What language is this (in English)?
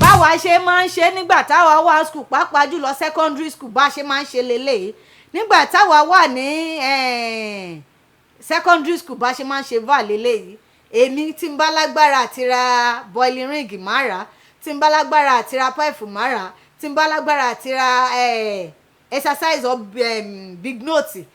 Yoruba